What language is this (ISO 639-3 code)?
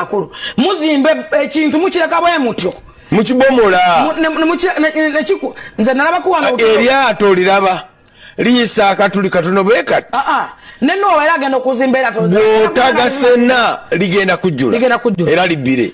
lug